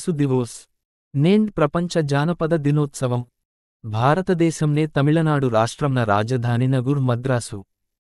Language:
Gondi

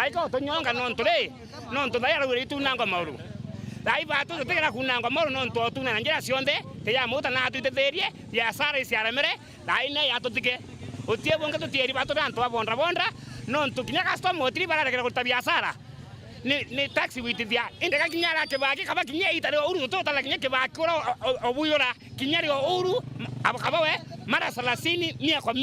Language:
Meru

